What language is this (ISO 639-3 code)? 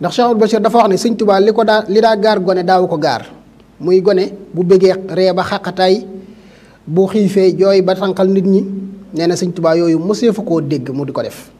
wol